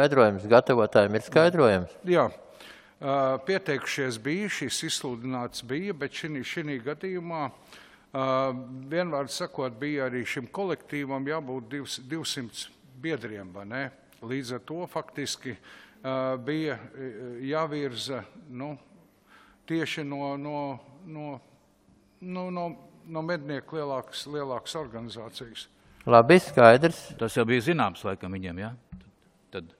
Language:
Latvian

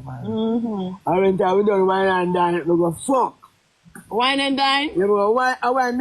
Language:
Jamaican Creole English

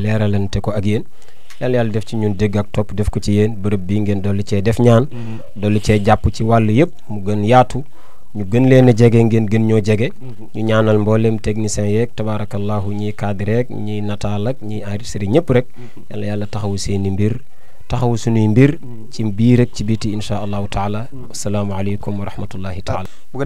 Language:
Wolof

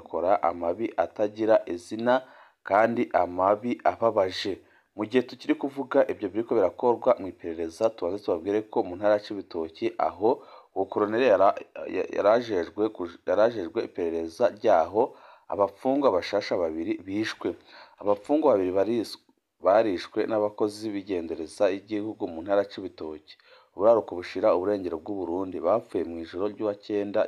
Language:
Rundi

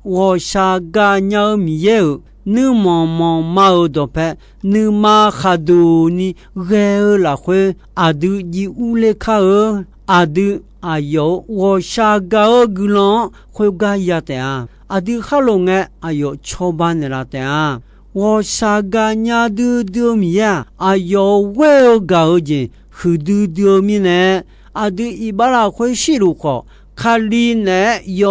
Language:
Akha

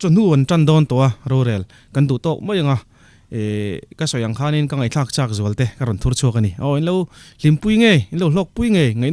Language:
Mizo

